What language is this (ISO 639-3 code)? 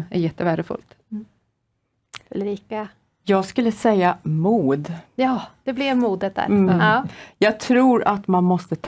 swe